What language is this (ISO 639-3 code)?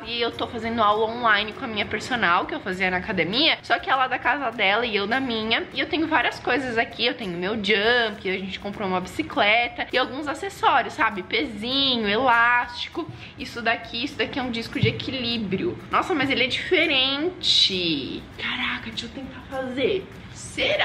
por